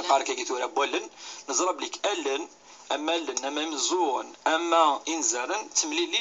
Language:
Kabyle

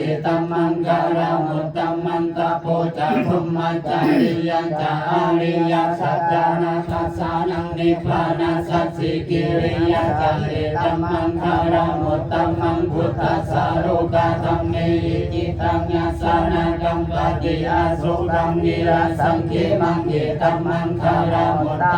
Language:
Pali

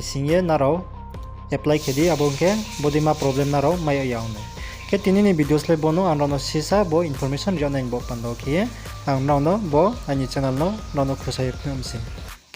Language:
Riang (India)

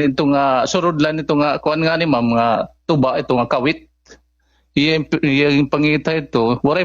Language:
Waray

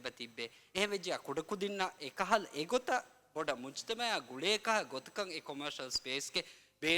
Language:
Divehi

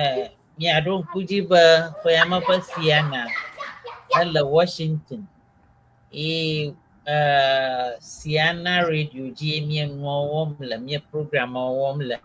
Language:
Ewe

